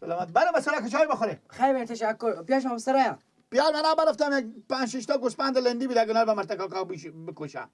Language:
Persian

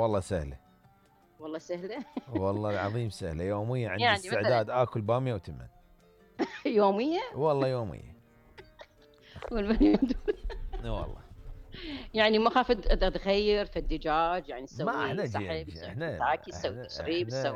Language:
Mesopotamian Arabic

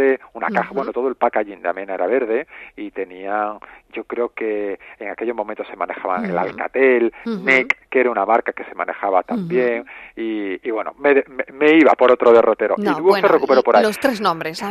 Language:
Spanish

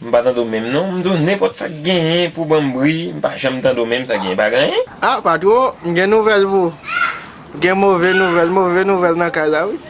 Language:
Haitian Creole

